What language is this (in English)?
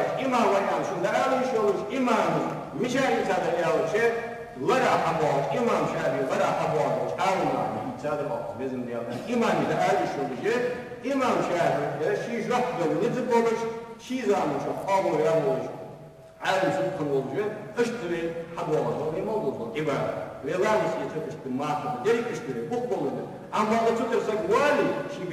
Ingush